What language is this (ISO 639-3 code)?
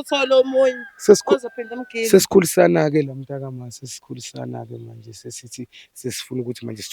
zul